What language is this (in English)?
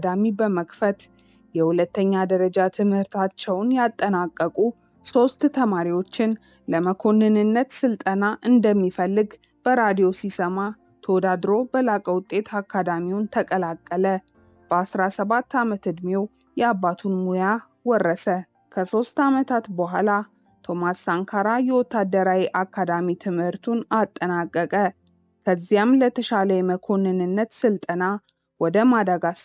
Amharic